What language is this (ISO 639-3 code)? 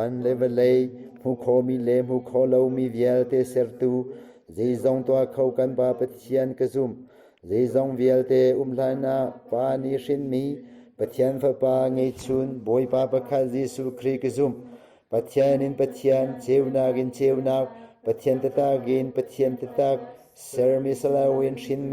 cnh